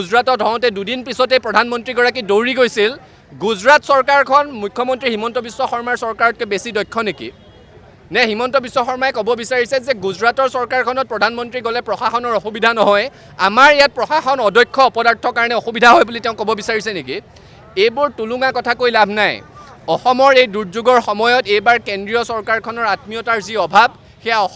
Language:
Assamese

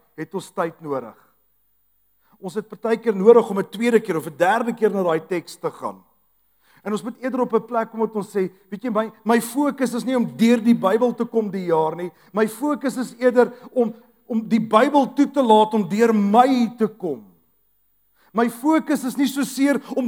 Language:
Afrikaans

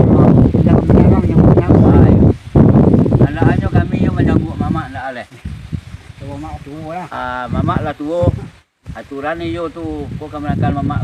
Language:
Minangkabau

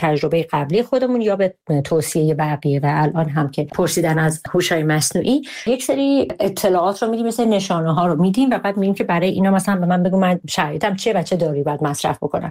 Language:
Persian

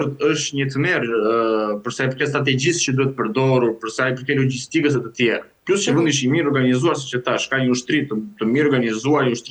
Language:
Albanian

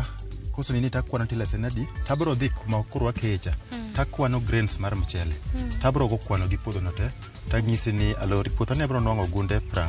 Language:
Luo (Kenya and Tanzania)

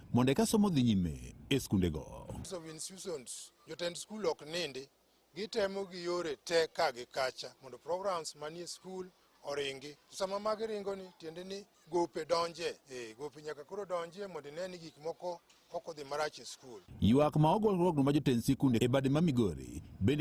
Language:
Luo (Kenya and Tanzania)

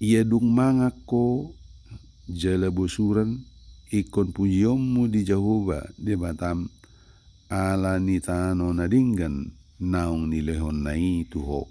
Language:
Batak Toba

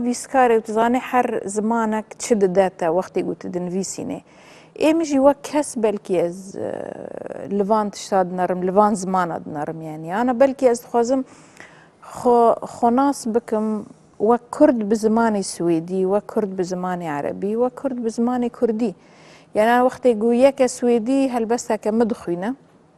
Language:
Kurdish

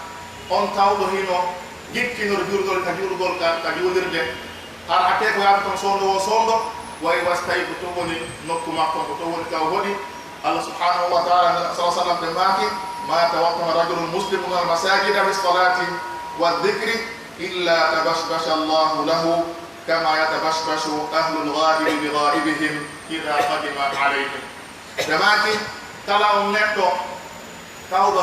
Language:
Pular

